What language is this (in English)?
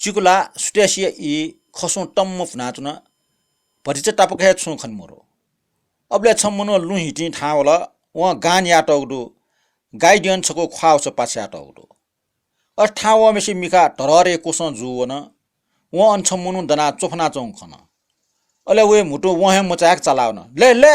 Newari